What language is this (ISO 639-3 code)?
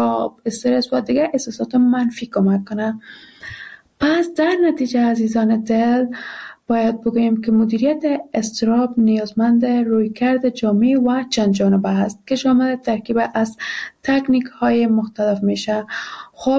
fas